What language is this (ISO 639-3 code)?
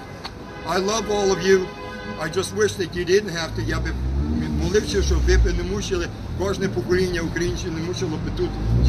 ukr